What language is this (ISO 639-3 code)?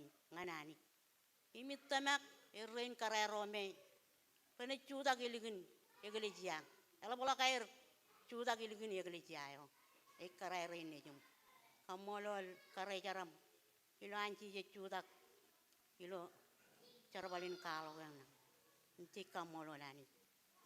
mah